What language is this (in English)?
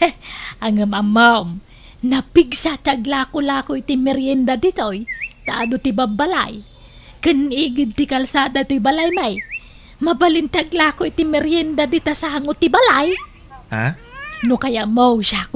Iloko